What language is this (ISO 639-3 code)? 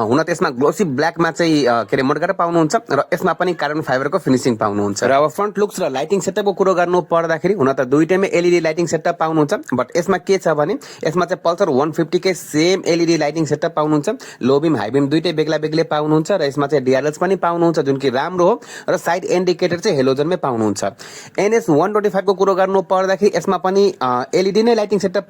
nep